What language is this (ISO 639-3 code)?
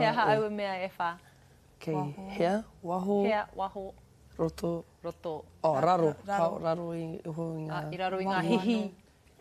mri